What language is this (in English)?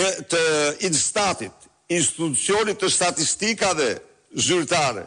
Albanian